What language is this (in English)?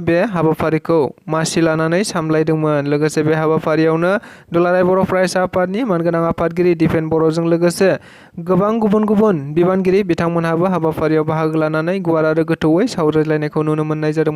Bodo